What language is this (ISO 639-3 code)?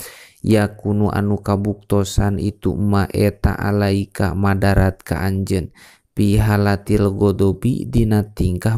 sun